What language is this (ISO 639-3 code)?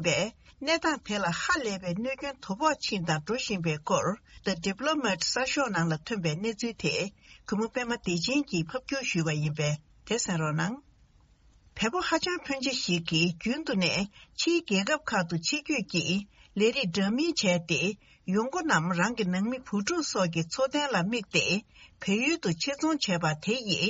bod